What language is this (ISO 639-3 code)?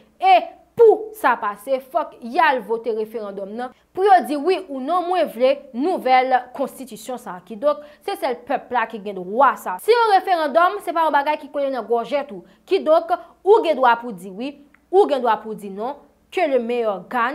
hat